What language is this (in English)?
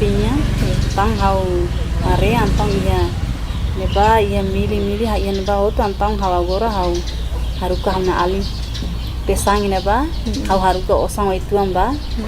Tetum